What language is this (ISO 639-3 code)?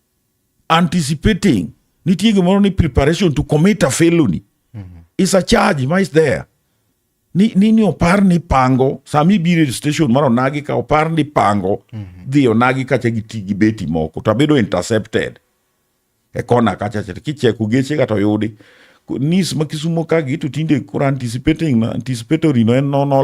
luo